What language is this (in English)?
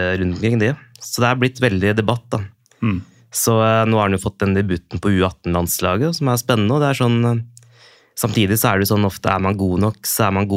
Norwegian